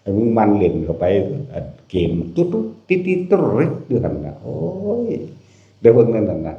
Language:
Northeastern Thai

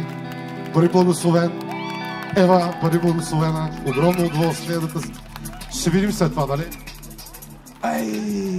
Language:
Bulgarian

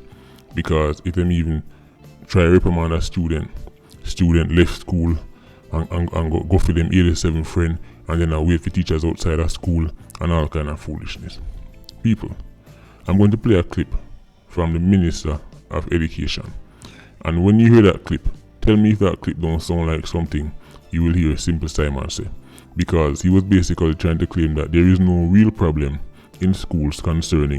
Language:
Jamaican Creole English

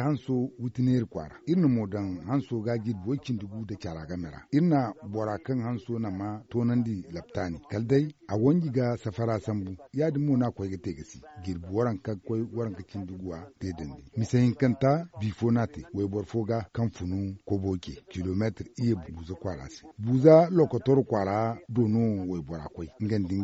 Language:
Zarma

